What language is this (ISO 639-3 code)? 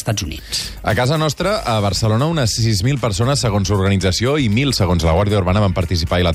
cat